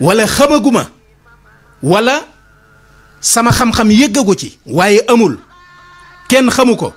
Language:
Wolof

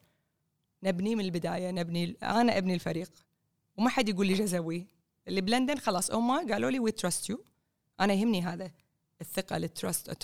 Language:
Gulf Arabic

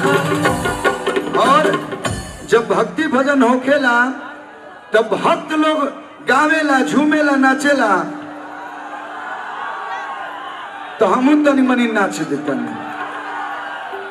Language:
Bhojpuri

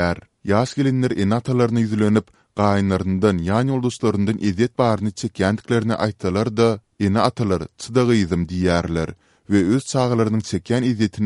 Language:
Turkmen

